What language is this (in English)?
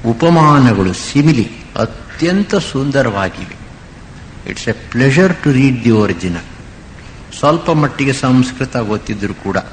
Kannada